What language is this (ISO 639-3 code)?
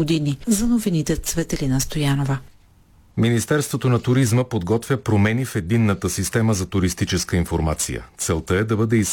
bul